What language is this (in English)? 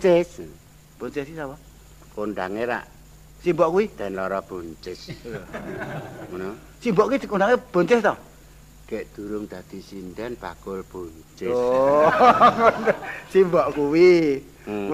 Javanese